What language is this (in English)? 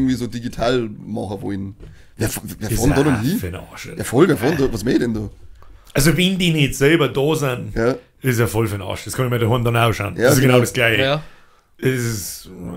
Bavarian